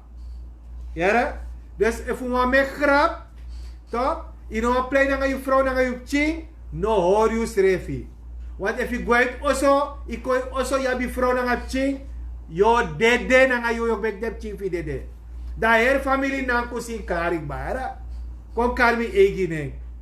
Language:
Sranan Tongo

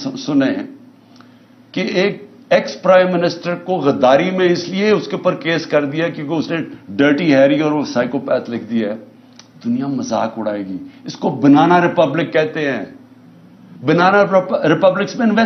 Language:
Urdu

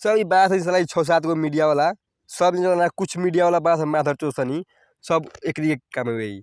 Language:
Bhojpuri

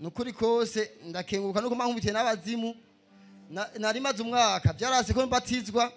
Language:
Rundi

